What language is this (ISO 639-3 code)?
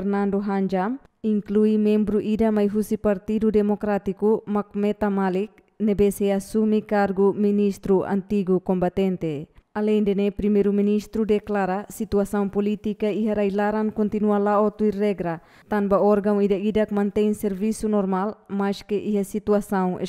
tet